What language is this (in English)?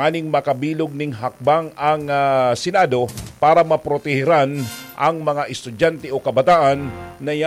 Bikol